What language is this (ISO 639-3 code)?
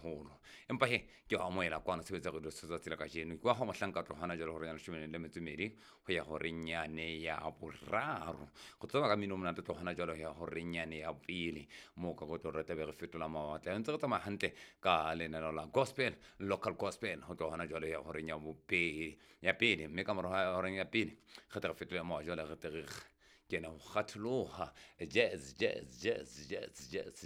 sot